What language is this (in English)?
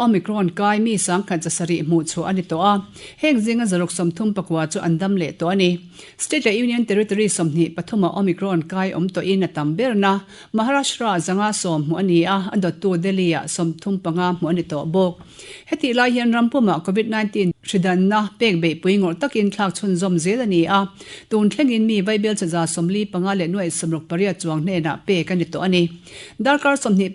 Mizo